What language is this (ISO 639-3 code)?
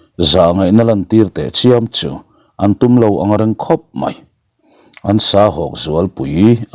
lus